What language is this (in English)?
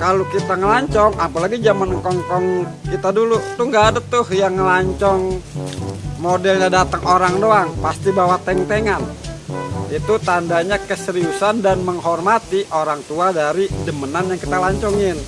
Betawi